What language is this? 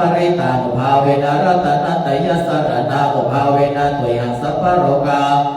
Pali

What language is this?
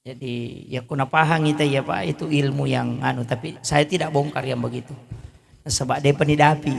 Buginese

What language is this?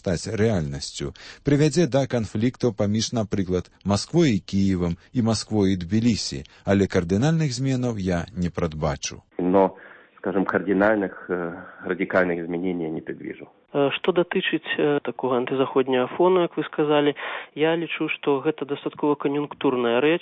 Belarusian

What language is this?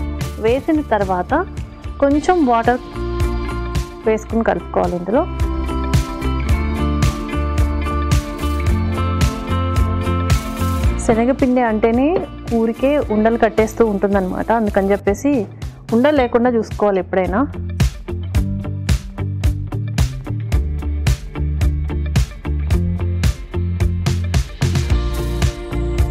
Telugu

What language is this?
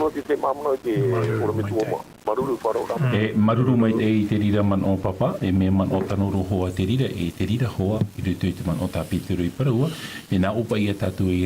Tahitian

